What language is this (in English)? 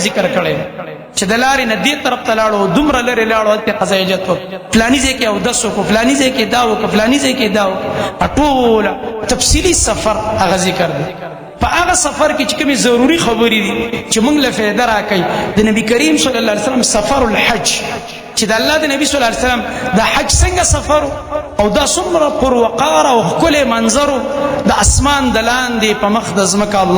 Pashto